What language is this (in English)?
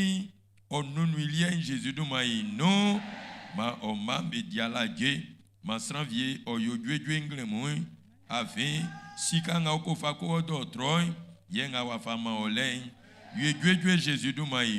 Baoulé